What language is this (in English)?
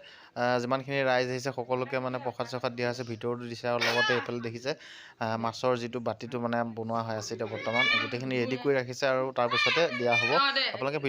Assamese